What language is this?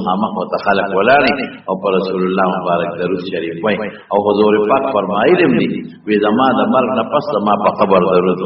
Pashto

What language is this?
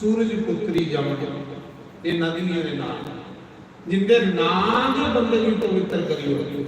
Dogri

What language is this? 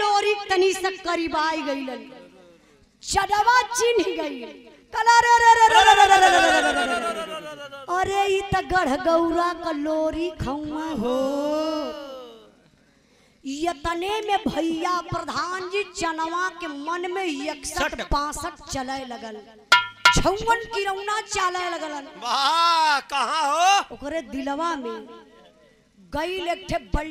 Bhojpuri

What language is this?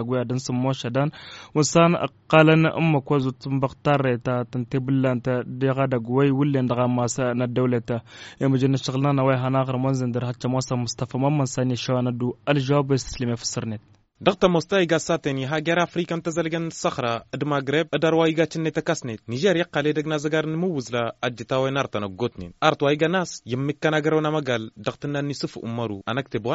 Tamasheq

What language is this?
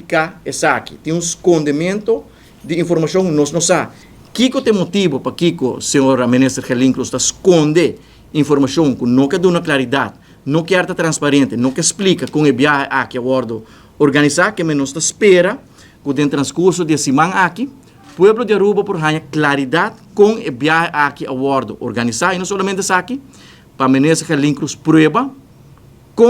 Papiamento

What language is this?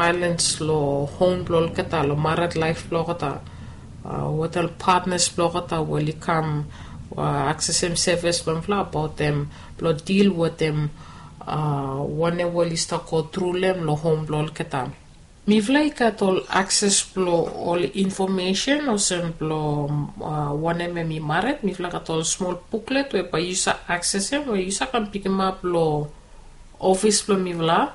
Bislama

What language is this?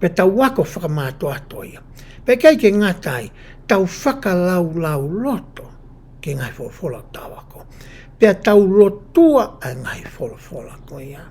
Tongan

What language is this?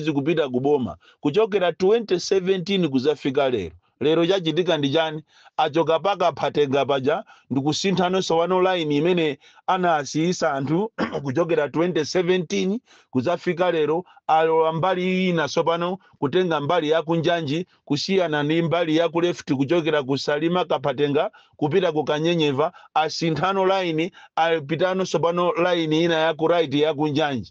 Nyanja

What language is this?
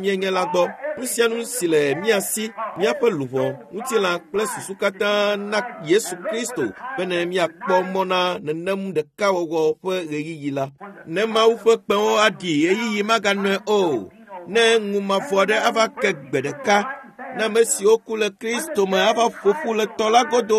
Ewe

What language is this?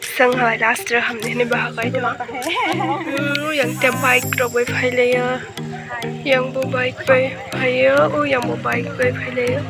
Kok Borok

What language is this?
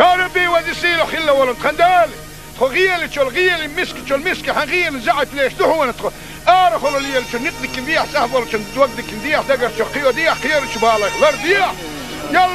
Chechen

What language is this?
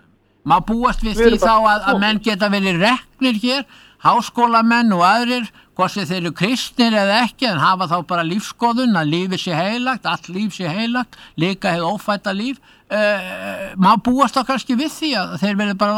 Icelandic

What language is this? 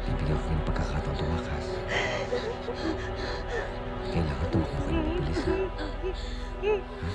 Filipino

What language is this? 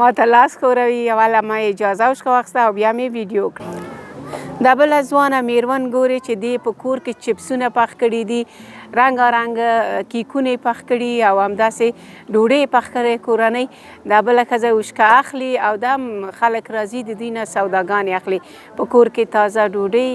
Pashto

